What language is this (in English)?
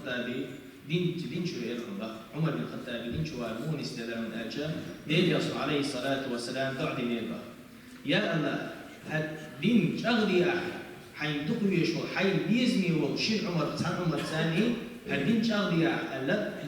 Chechen